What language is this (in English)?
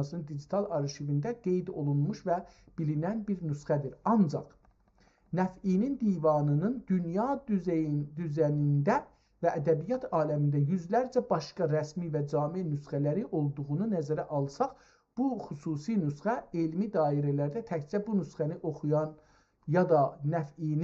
South Azerbaijani